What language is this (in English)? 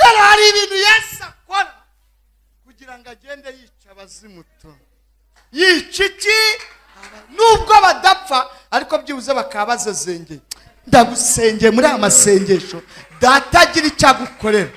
Kinyarwanda